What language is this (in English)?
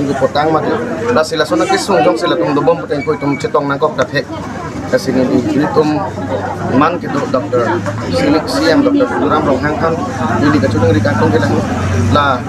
Karbi